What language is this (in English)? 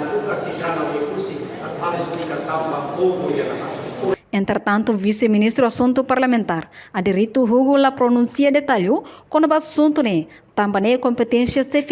Tetum